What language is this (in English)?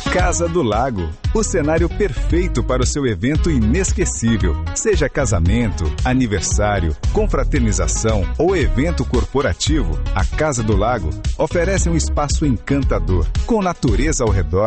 Portuguese